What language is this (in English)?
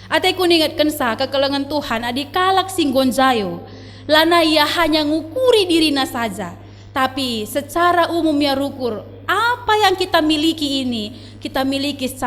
Batak Karo